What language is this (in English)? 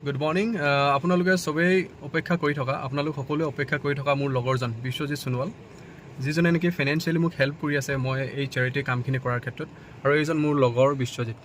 Assamese